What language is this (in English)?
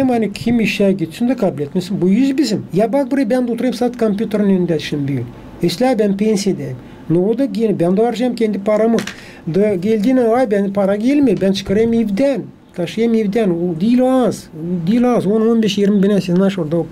Gagauz